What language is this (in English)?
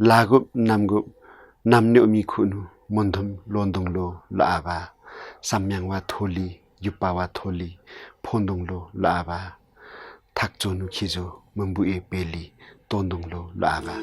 Limbu